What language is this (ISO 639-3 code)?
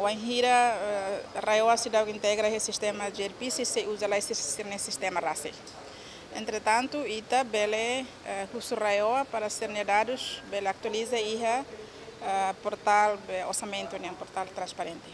tet